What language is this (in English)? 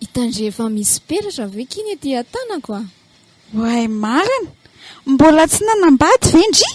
Malagasy